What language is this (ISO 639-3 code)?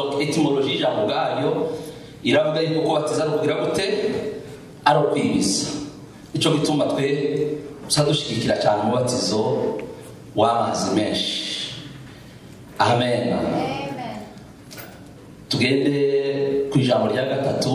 kin